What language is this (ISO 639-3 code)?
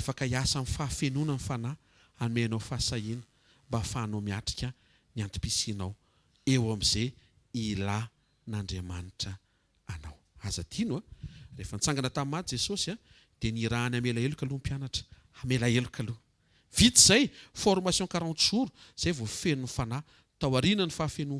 mlg